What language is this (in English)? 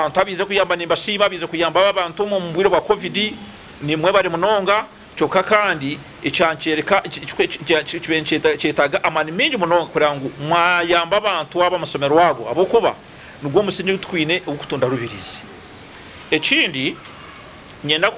Nyankole